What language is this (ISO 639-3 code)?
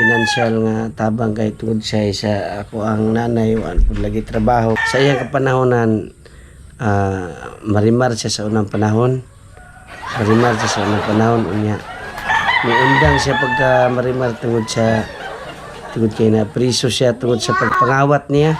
ceb